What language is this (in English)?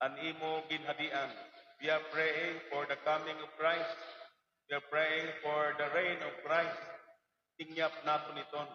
Waray